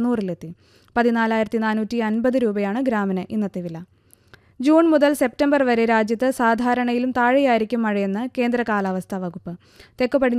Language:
Malayalam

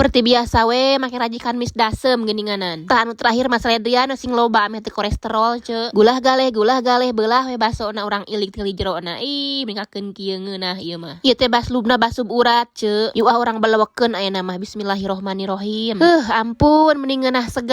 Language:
Sundanese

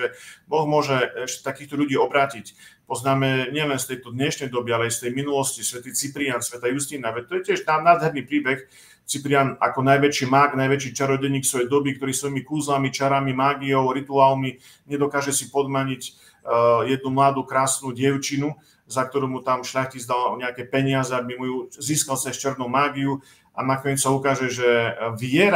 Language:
Slovak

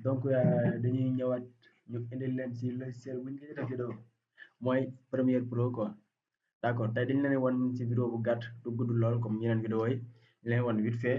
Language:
Wolof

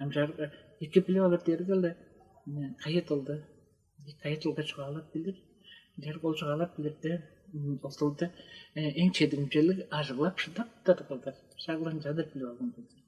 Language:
Tuvinian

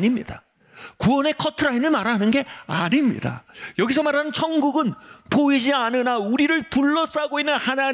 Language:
Korean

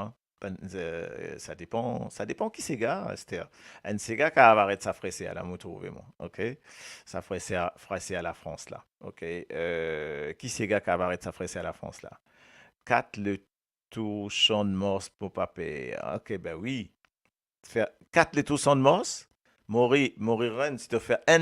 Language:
Morisyen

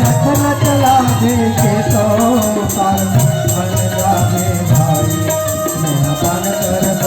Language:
Chhattisgarhi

